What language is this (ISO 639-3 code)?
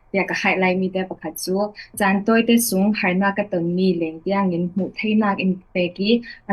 cfm